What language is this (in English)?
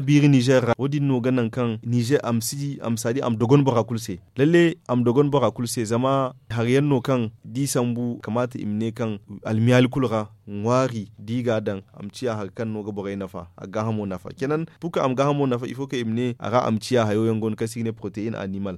Zarma